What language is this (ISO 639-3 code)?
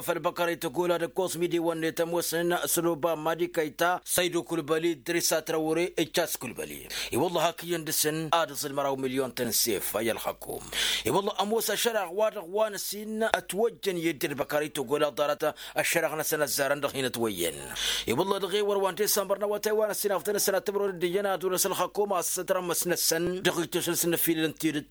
taq